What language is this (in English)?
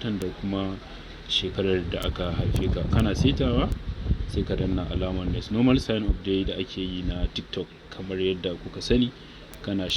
Hausa